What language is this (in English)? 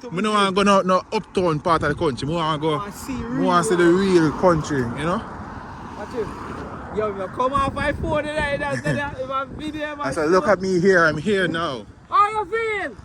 Jamaican Creole English